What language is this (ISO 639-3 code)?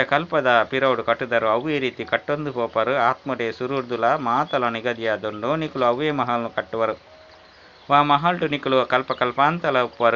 tcy